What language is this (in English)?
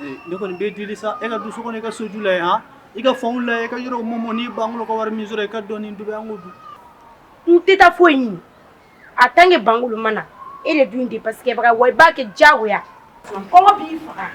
Bambara